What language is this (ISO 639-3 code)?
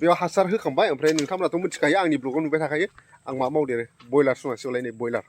brx